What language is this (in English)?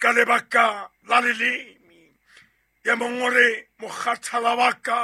Southern Sotho